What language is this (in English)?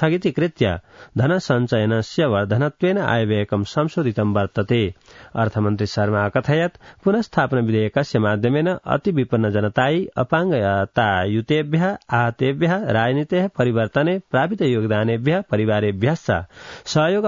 Sanskrit